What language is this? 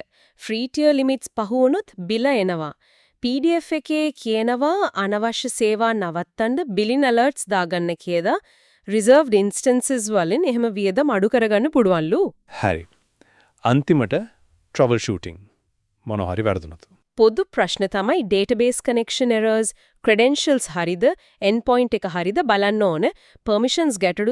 Sinhala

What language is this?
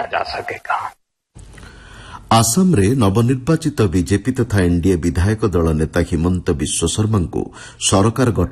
Odia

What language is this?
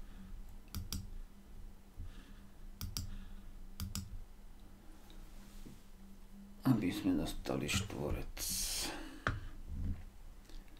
Slovak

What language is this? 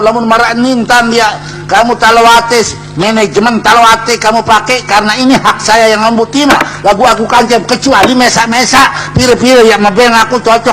Sasak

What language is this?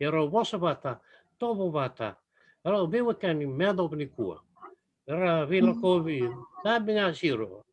Fijian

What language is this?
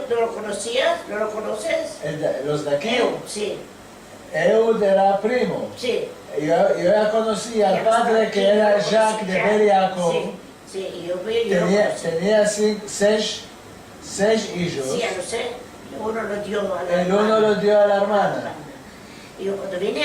Ladino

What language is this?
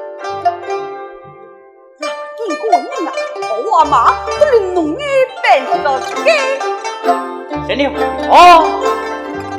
Pu-Xian Chinese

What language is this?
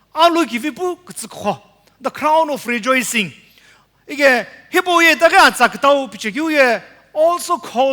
Sumi Naga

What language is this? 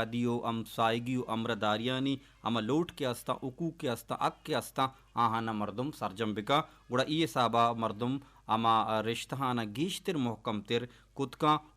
Baluchi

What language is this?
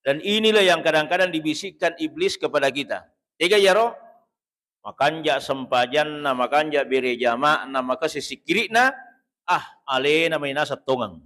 Buginese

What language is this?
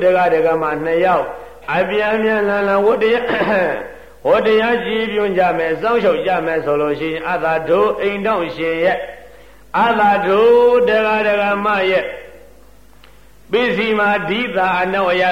Burmese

